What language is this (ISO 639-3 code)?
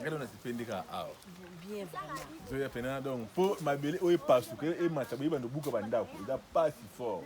lin